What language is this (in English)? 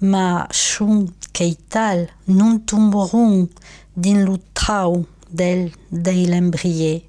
Occitan